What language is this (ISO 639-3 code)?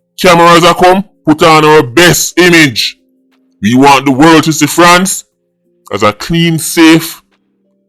jam